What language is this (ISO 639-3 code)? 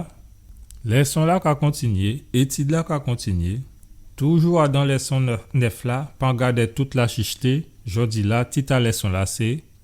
gcf